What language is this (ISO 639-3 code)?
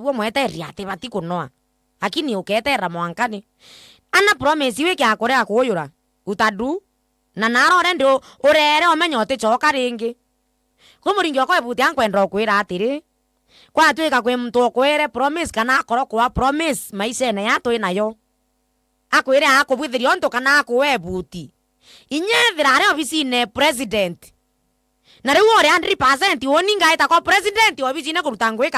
mer